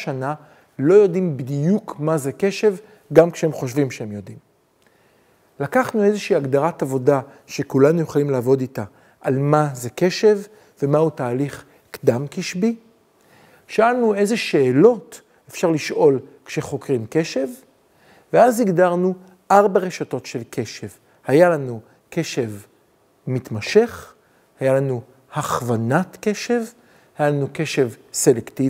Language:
Hebrew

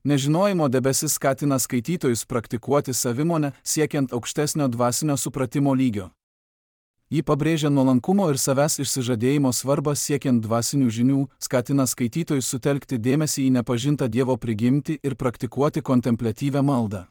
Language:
Lithuanian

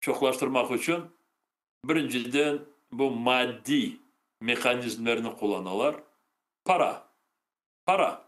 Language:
Crimean Tatar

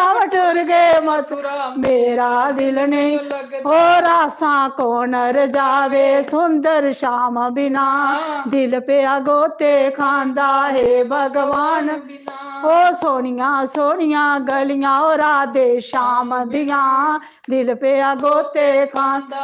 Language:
Dogri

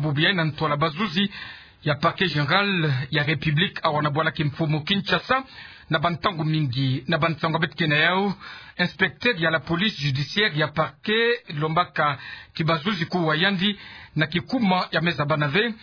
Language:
Kituba (Democratic Republic of Congo)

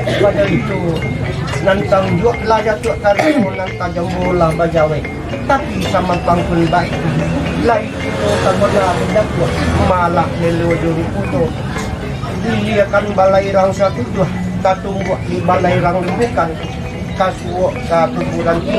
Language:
Minangkabau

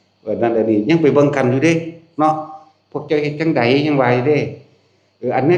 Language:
Northeastern Thai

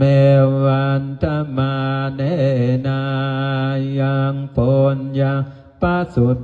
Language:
Pali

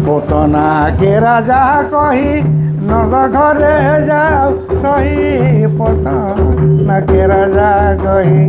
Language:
Sadri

